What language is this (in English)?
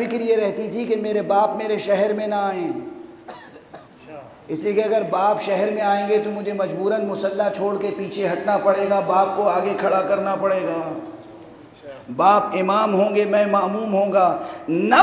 Urdu